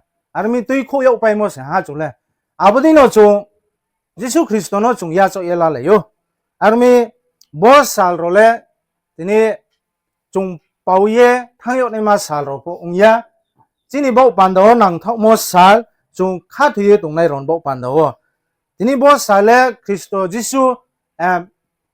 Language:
Riang (India)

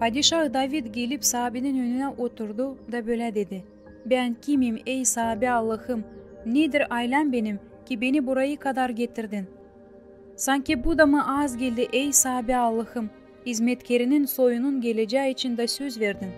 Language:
Gagauz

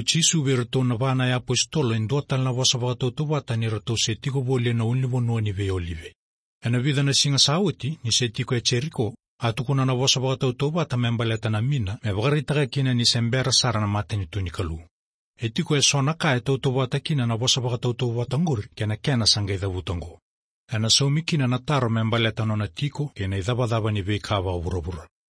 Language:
Fijian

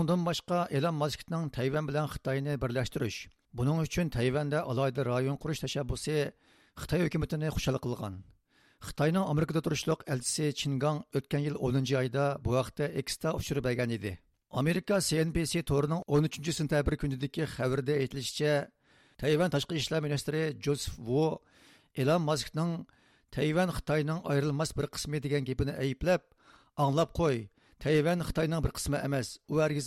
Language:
Uyghur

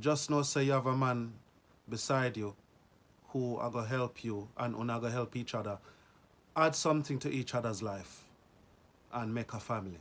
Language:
Jamaican Creole English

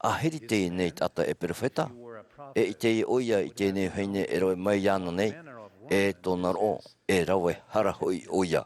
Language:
Tahitian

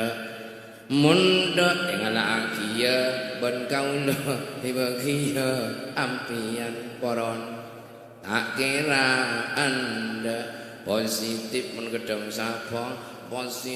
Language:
Madurese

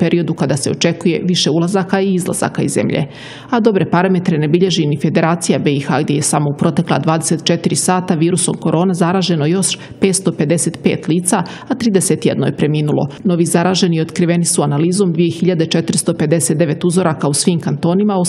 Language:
Bosnian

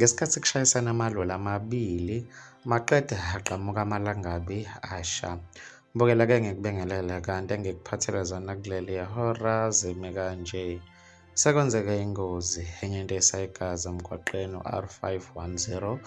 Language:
Zulu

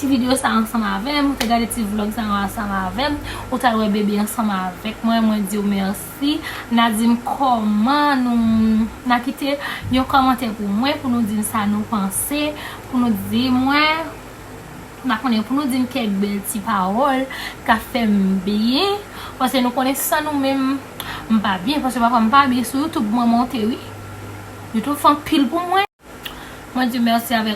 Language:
Haitian Creole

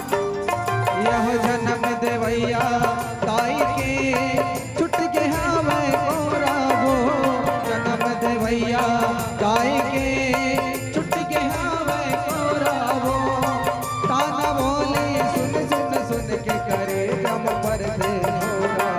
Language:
Chhattisgarhi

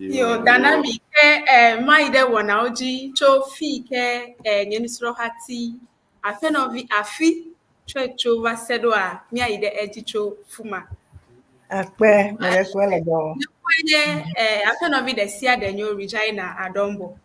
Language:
Ewe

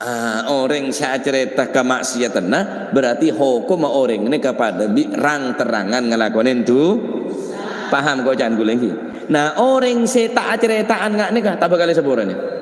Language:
Madurese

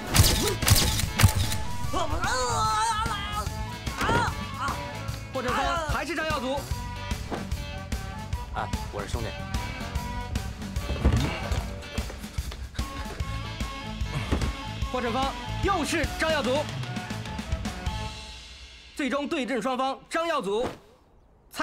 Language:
Chinese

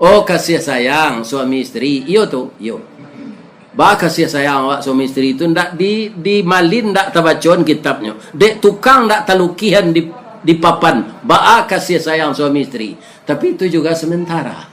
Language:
Minangkabau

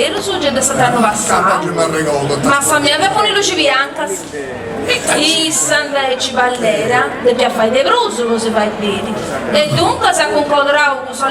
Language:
Sardinian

